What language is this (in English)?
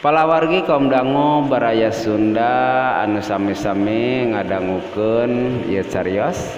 Sundanese